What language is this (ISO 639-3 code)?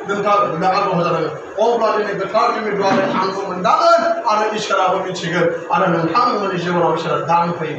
brx